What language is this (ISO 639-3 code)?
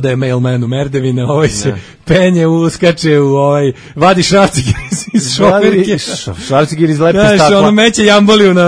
srp